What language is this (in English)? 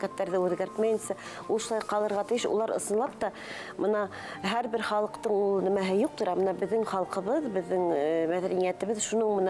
Bashkir